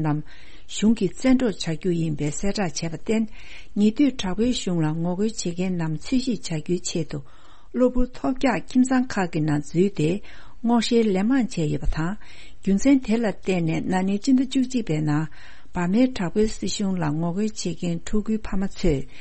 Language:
Tibetan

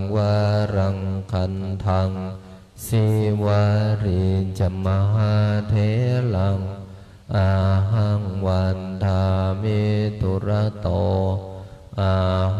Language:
Pali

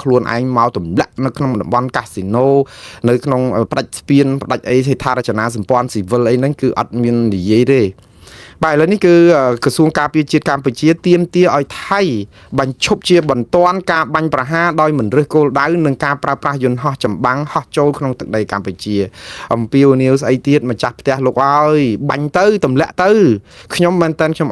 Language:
Khmer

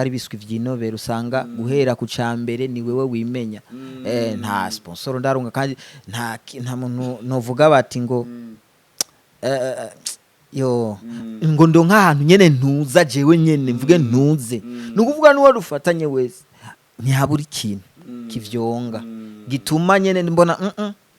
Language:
Rundi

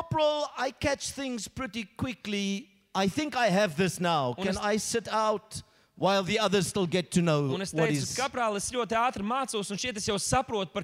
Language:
Latvian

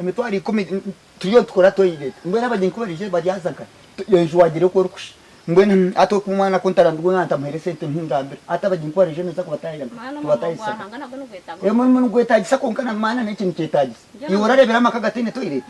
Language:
Nyankole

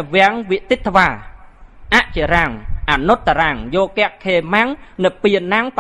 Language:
Khmer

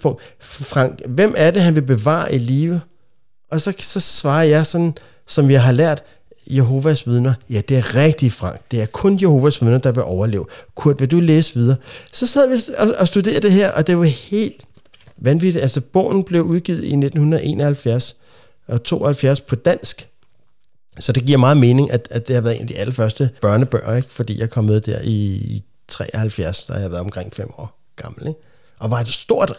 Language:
Danish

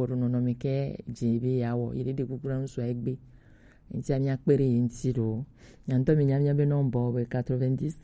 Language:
Gen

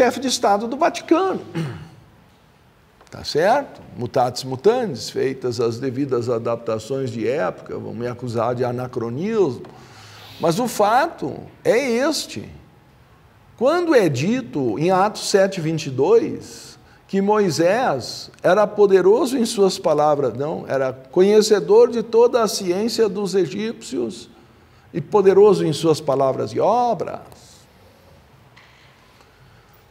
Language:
Portuguese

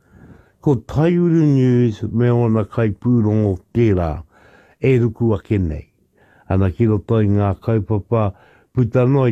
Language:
Māori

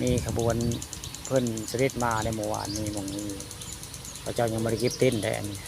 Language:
Northeastern Thai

